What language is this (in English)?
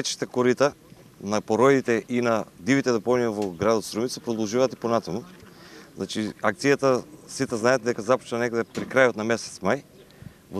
Macedonian